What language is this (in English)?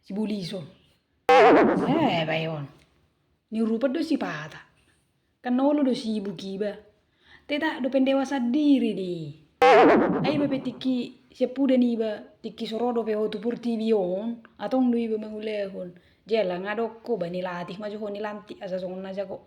Batak Toba